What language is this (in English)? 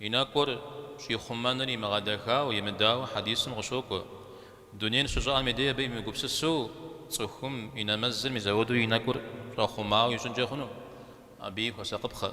Kabardian